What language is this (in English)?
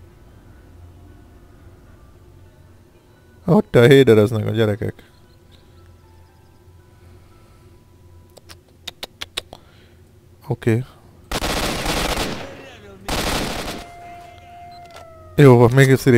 Hungarian